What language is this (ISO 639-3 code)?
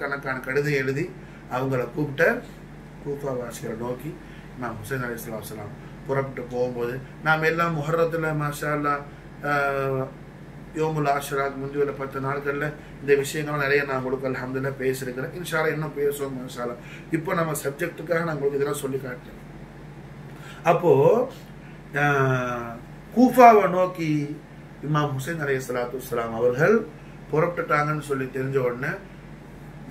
tam